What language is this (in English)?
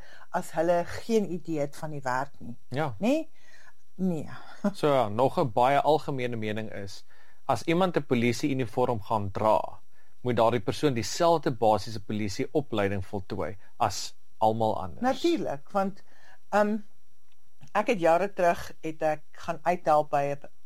Afrikaans